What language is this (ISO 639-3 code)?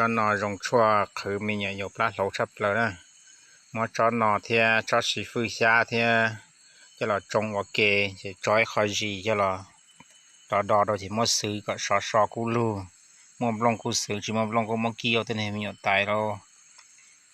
hmn